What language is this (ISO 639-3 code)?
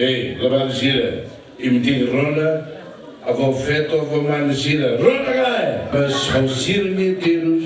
tet